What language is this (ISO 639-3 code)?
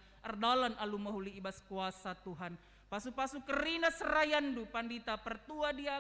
btx